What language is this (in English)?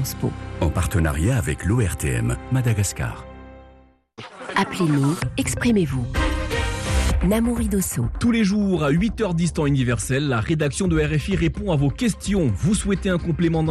French